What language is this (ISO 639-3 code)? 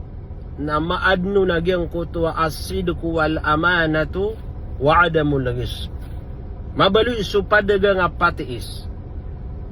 mrw